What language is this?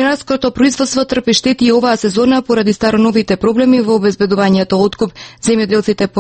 Macedonian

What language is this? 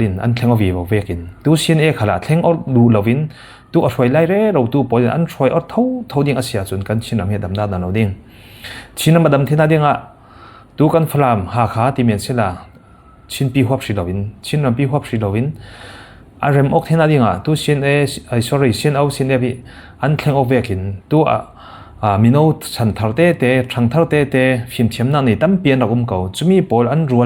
Falam Chin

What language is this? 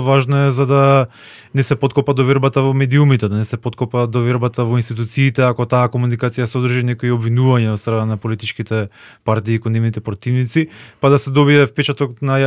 Macedonian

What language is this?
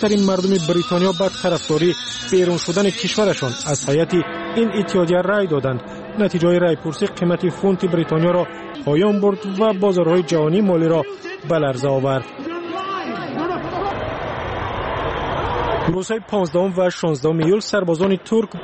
Persian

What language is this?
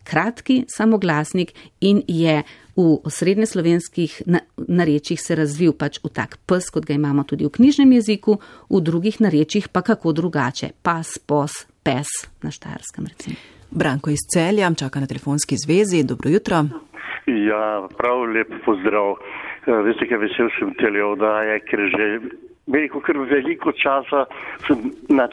Slovenian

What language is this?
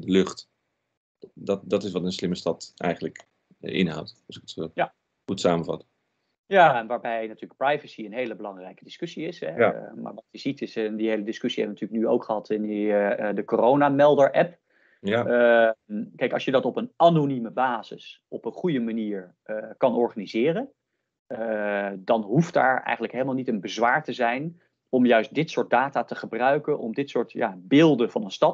Dutch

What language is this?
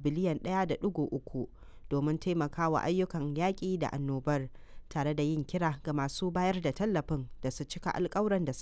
Hausa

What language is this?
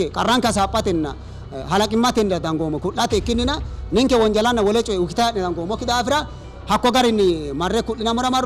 Sidamo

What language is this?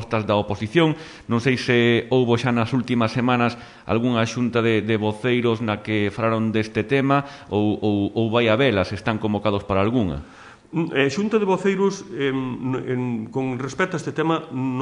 Galician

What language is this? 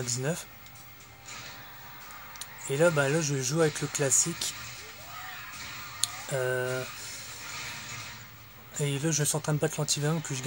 French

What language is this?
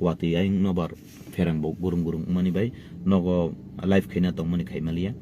Kok Borok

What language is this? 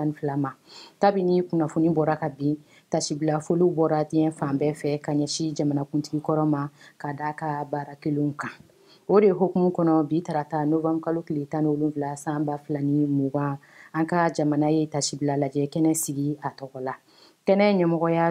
Bambara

